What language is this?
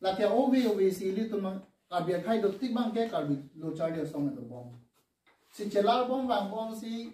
Karbi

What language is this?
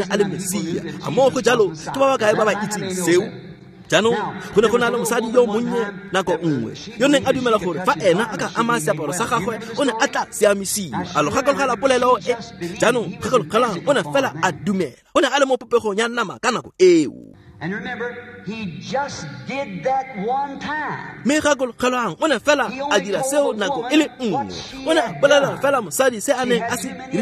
Tswana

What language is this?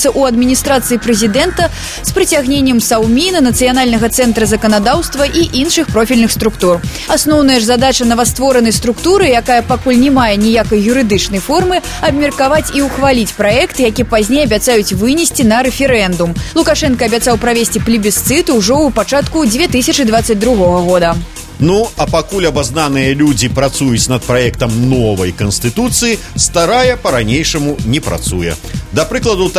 Belarusian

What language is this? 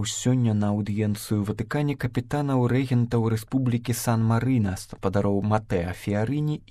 Belarusian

